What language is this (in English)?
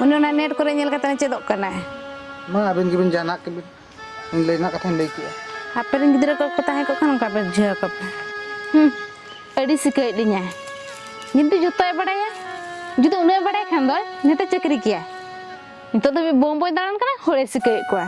Santali